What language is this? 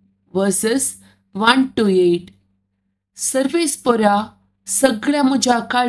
Konkani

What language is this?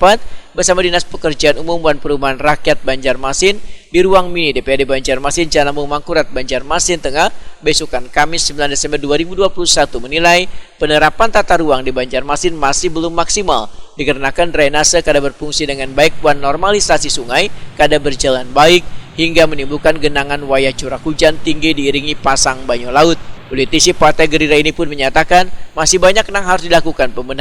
Banjar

